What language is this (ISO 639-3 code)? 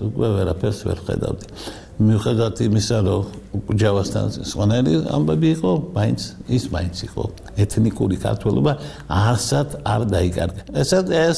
kat